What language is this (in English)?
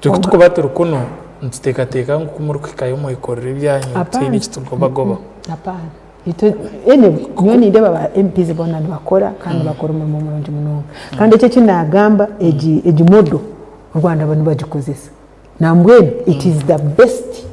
Nyankole